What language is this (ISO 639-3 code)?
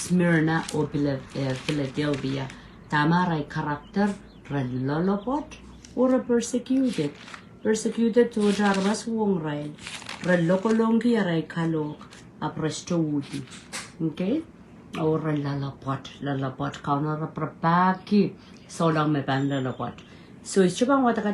pon